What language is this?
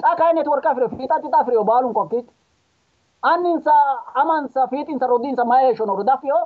Sidamo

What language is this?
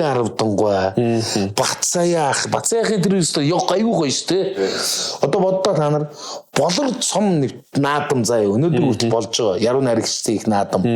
Mongolian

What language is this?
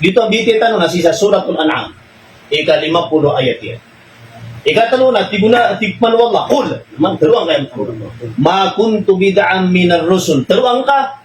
Maranao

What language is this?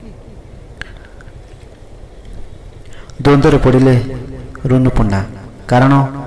Odia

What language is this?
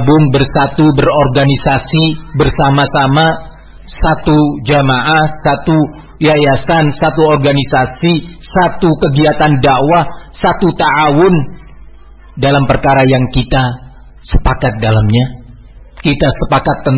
Indonesian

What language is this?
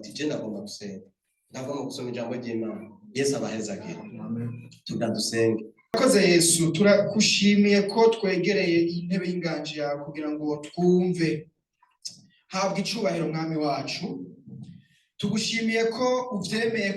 Rundi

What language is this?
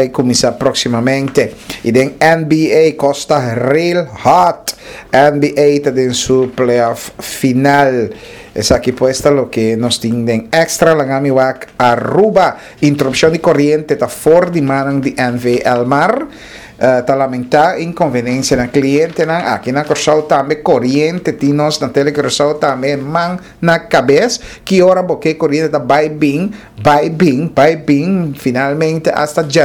Papiamento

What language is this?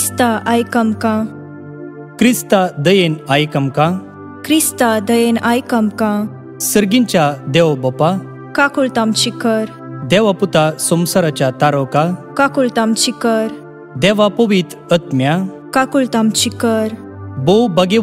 Konkani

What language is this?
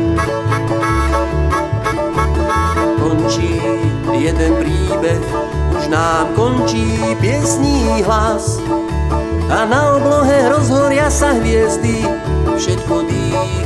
Slovak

